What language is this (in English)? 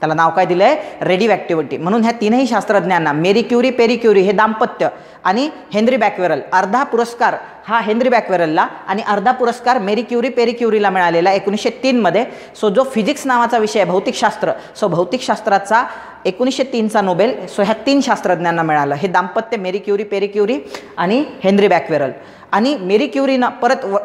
Marathi